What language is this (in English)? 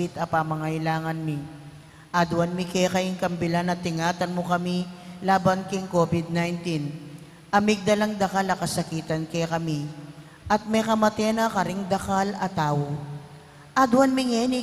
Pampanga